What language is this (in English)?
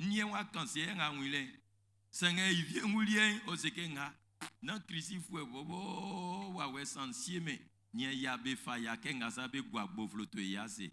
Baoulé